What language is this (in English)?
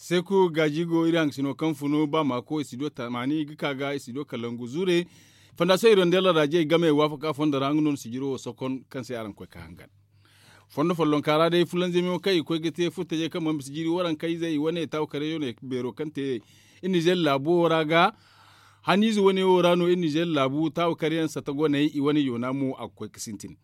Zarma